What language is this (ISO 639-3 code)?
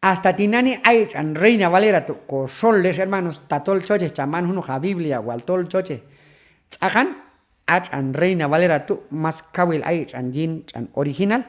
kjb